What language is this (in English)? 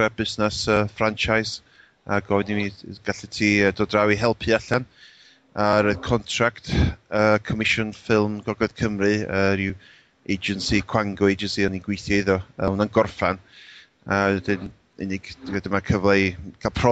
Welsh